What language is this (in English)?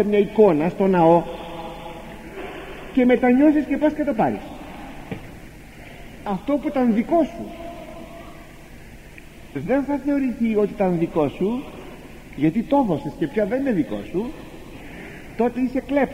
Greek